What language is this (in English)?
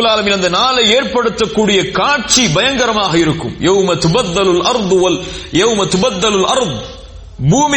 Tamil